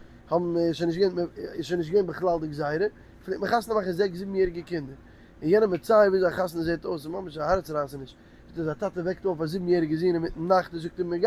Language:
Yiddish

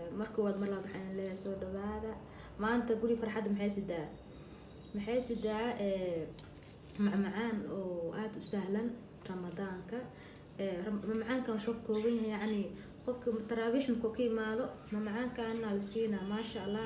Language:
Somali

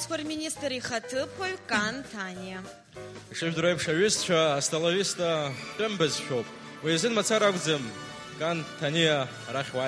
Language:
Abkhazian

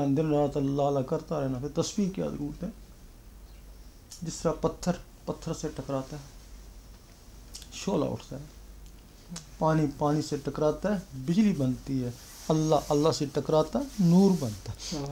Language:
Urdu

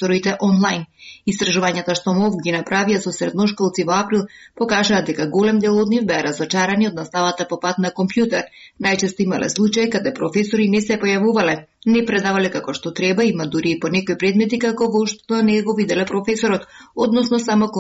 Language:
Macedonian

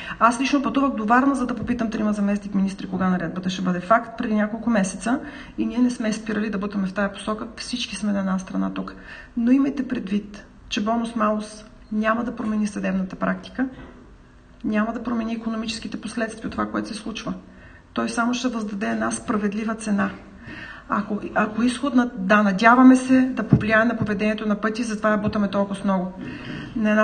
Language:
Bulgarian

